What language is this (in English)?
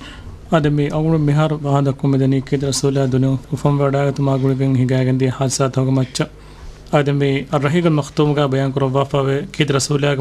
Divehi